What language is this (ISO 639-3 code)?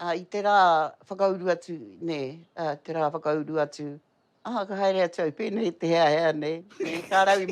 mri